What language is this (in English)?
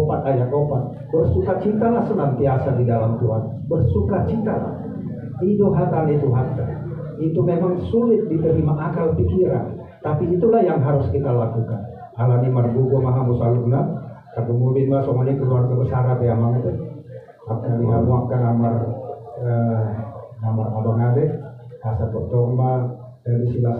Batak Toba